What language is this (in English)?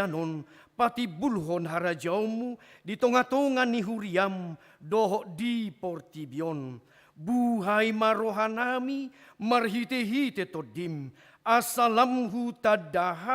Batak Toba